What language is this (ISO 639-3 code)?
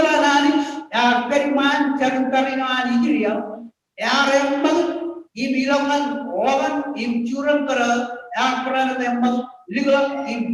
mah